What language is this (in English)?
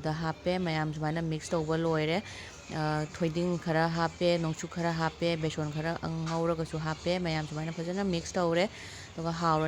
Manipuri